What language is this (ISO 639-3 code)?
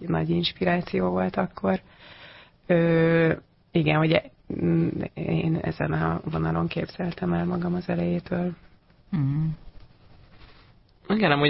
hun